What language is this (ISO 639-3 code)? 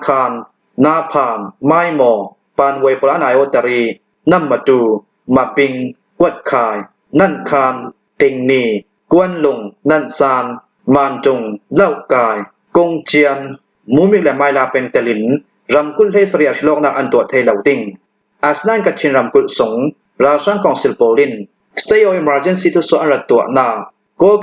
cnh